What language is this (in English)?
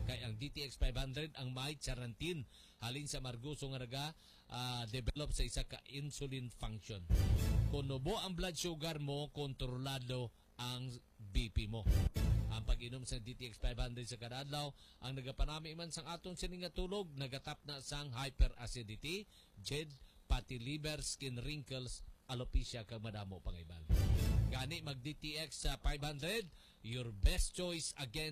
Hiligaynon